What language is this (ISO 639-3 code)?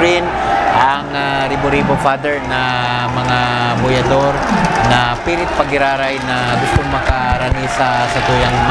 bik